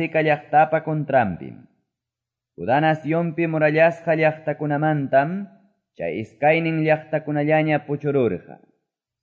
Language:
Quechua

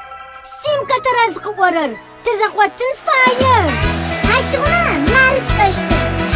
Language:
Adyghe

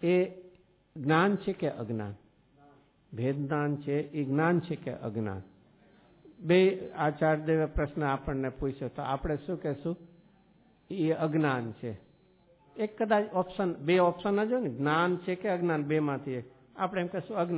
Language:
Gujarati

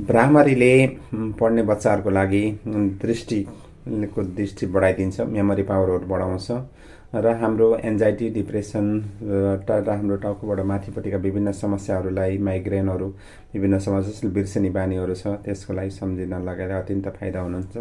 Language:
Nepali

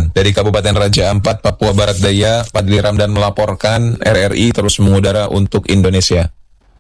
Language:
Indonesian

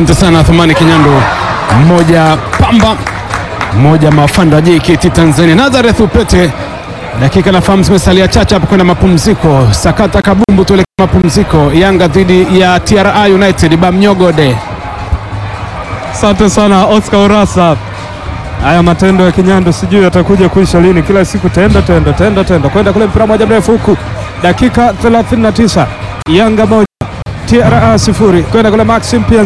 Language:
Swahili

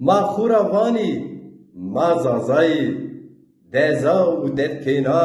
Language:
Zaza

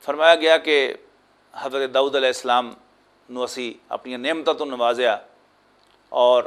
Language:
Western Panjabi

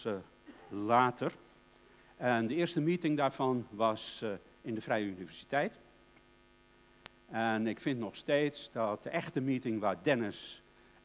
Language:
Dutch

